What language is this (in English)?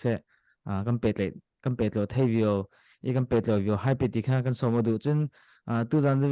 Falam Chin